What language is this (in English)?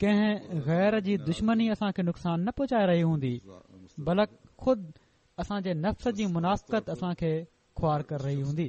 Sindhi